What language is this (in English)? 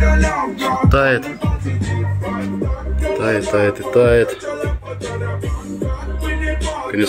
Russian